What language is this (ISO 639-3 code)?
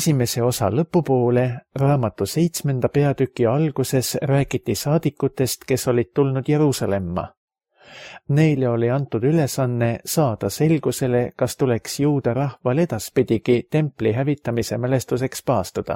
est